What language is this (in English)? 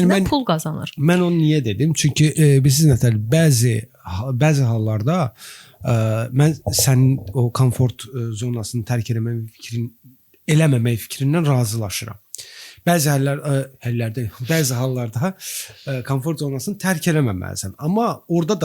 Azerbaijani